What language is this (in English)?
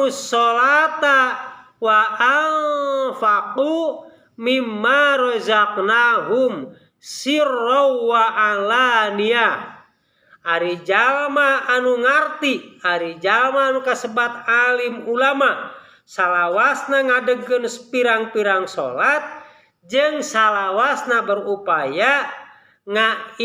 Sundanese